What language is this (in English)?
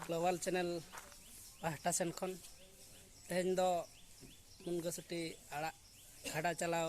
Santali